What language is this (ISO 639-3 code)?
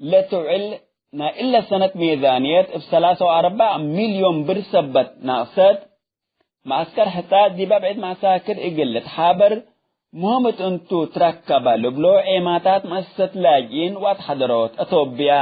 tig